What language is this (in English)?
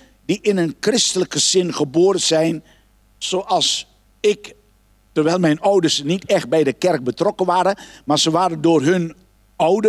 Dutch